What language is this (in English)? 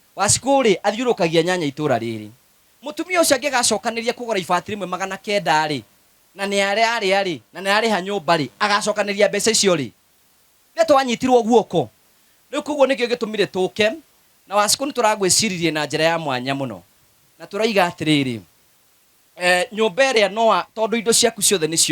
Kikuyu